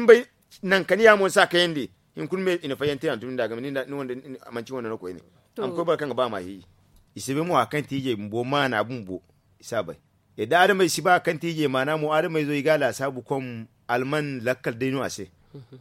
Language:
Zarma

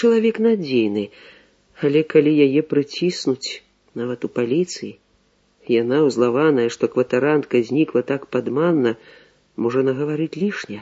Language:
Belarusian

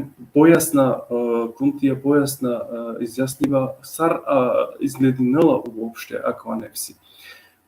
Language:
Balkan Romani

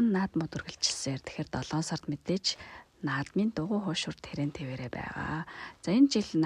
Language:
Mongolian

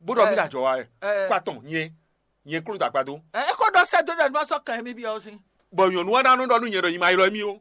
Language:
Fon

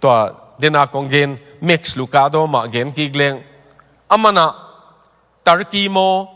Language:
Tedim Chin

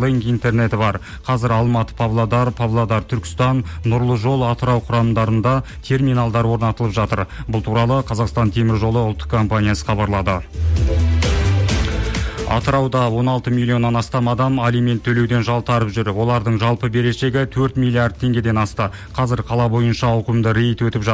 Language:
Kazakh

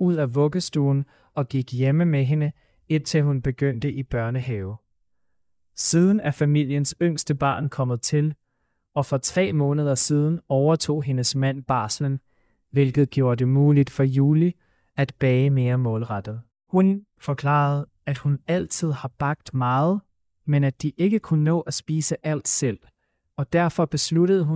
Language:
Danish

